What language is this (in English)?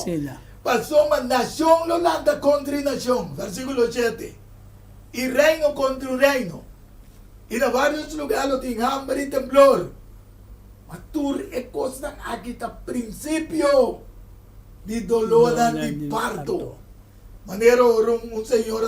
Papiamento